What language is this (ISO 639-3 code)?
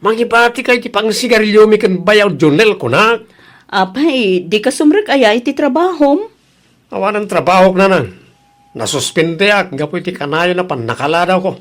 ilo